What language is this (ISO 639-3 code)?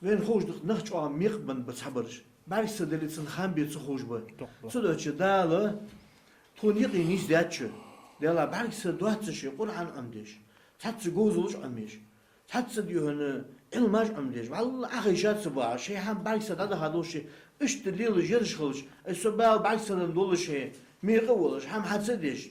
inh